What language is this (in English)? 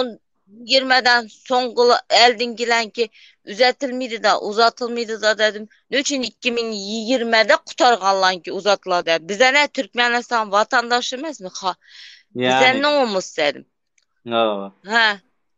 Turkmen